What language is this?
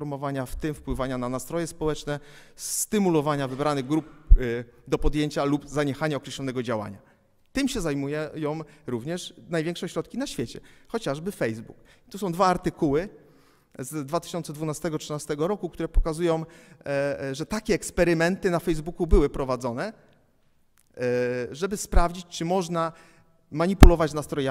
Polish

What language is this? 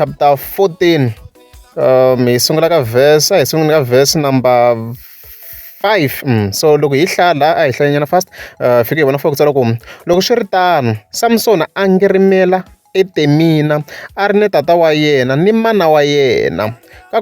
Tsonga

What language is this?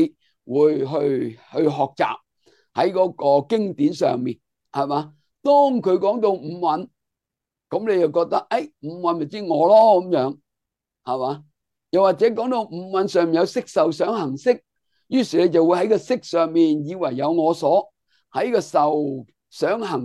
Cantonese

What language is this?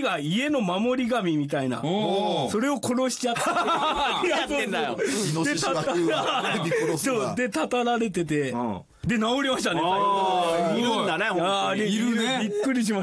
Japanese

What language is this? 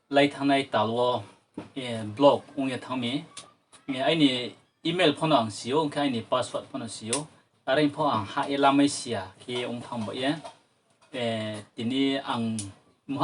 Riang (India)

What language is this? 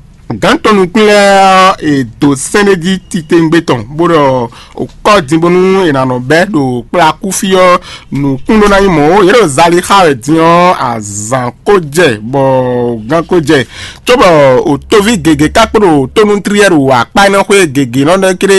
Fon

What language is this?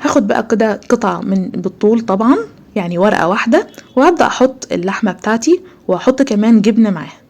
Egyptian Arabic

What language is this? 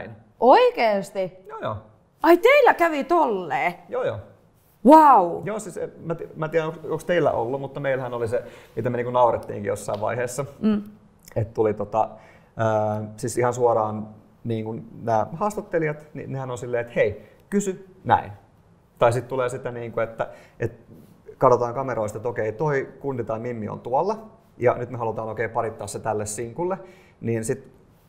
Finnish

